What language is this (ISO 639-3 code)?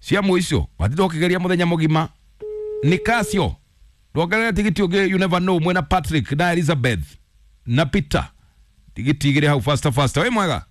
kik